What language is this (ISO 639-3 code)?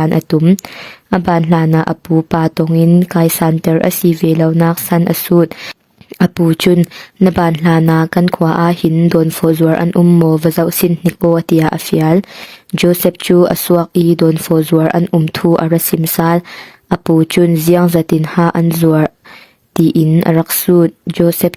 cfm